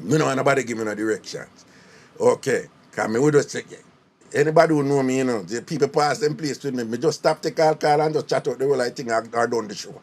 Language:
Jamaican Creole English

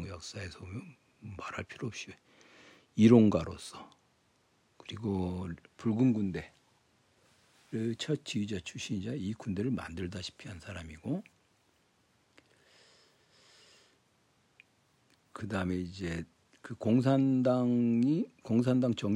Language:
Korean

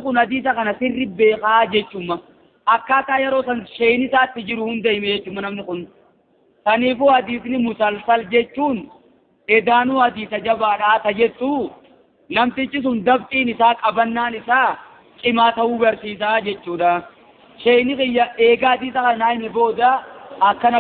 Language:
Oromo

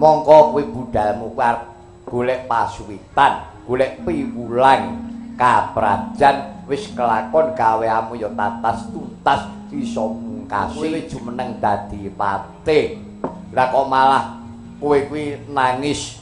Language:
Javanese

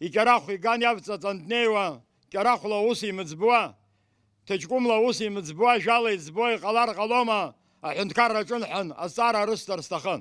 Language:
Abkhazian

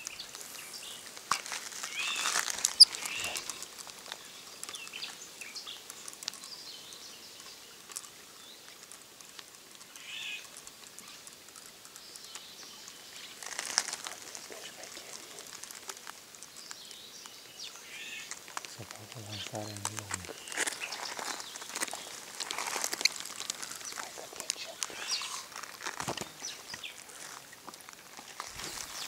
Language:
Romanian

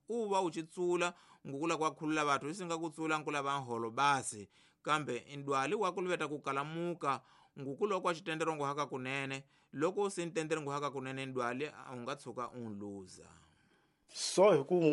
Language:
Tsonga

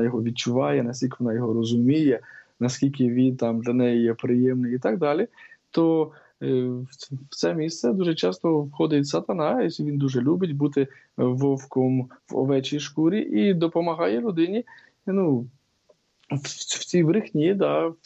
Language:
Ukrainian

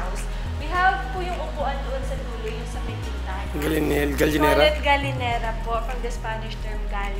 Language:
Filipino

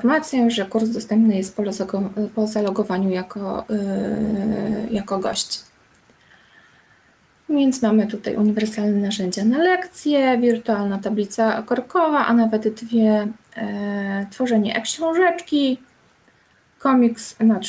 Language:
Polish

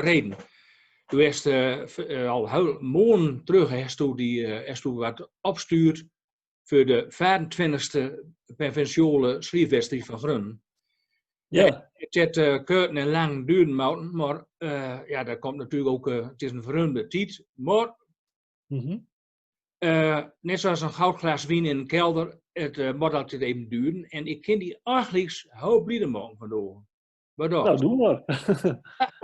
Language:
Gronings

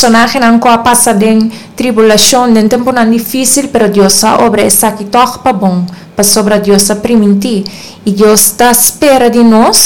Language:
Papiamento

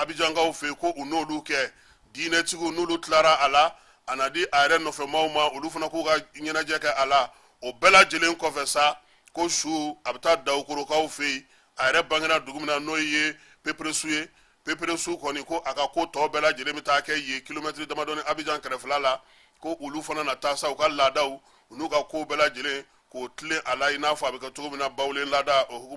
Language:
Bambara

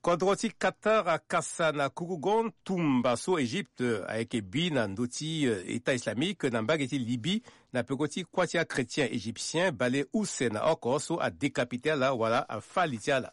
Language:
Sango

